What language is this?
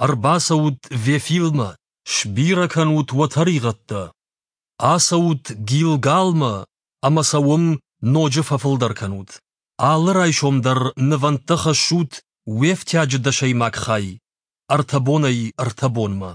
Ossetic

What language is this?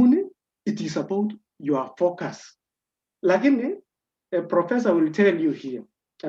Kalenjin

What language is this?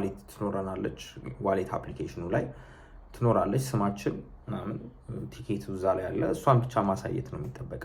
Amharic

